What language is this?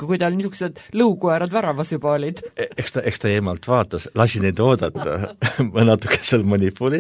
Estonian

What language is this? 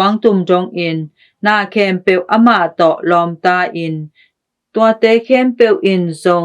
Tedim Chin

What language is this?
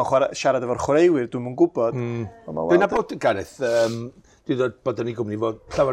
Welsh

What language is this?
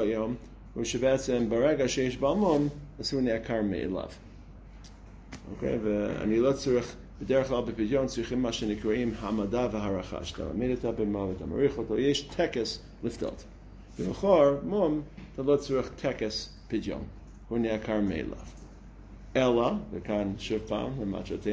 Hebrew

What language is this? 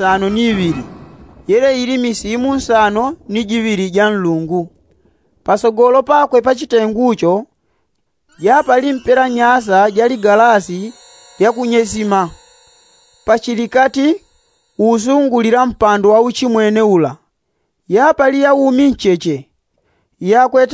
Yao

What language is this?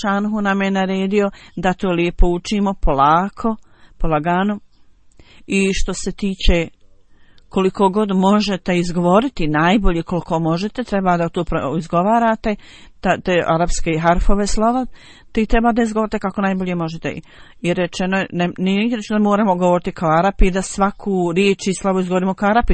Bosnian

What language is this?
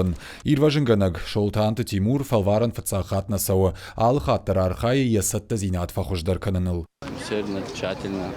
Ossetic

